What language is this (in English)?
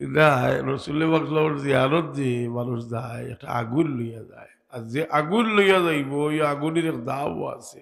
Sylheti